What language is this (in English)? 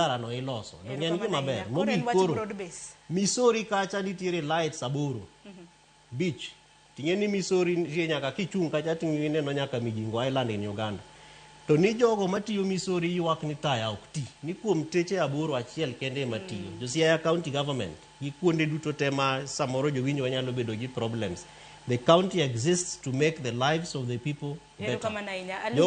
Luo (Kenya and Tanzania)